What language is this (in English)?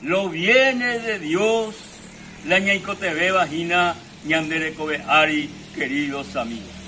Guarani